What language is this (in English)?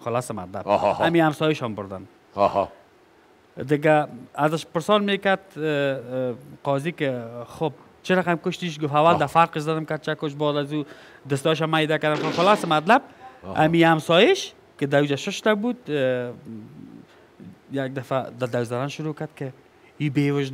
Persian